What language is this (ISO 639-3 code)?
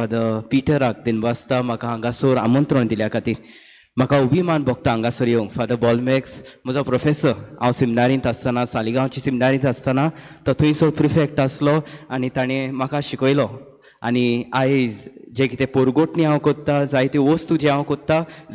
kok